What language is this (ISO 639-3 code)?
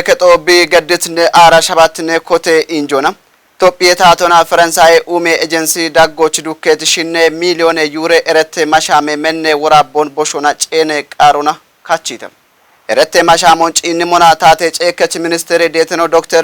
kbr